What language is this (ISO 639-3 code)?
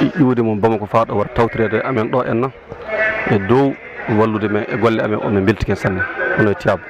ful